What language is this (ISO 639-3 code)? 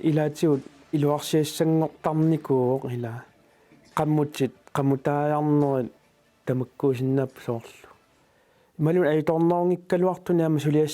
kal